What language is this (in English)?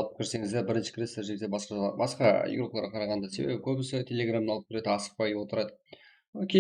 Kara-Kalpak